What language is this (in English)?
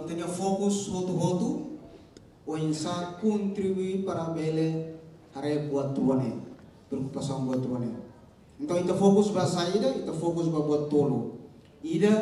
Tetum